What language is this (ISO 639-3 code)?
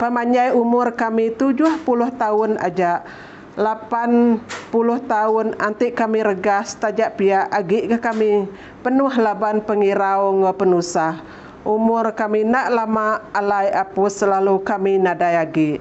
iba